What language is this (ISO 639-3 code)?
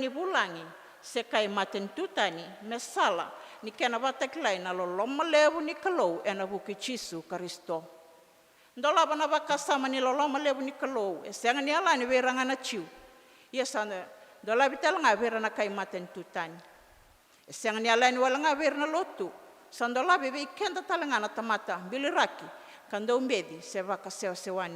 fij